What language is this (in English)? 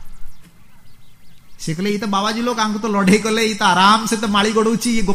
Odia